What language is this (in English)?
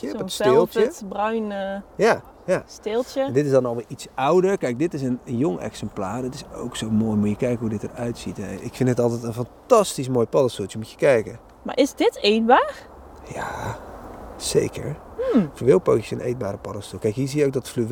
Dutch